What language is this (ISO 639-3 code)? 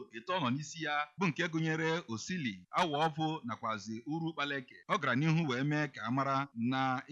ibo